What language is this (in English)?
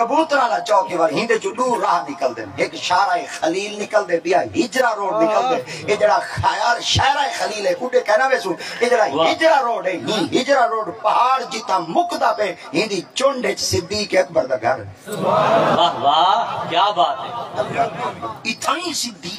Saraiki